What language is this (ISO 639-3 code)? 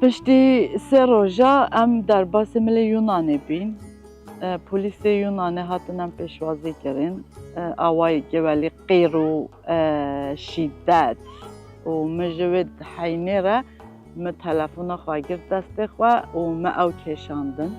kur